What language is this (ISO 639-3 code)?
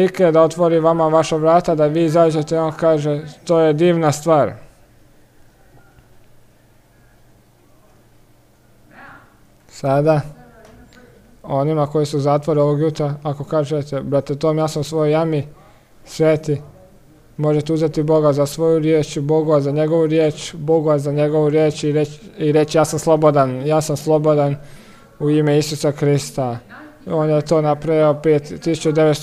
hrv